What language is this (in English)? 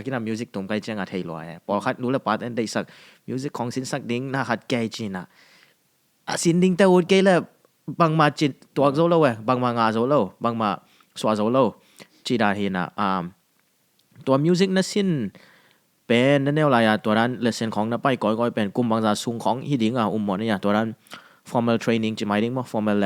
Tedim Chin